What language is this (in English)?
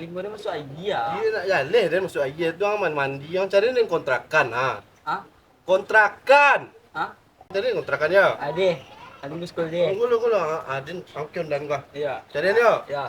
Minangkabau